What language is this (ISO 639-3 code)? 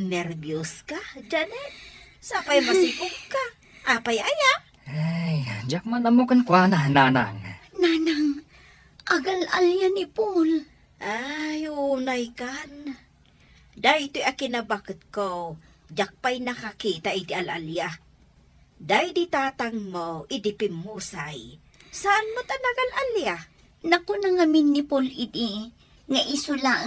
ilo